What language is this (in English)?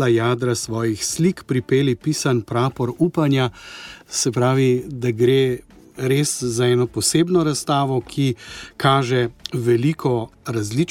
Slovenian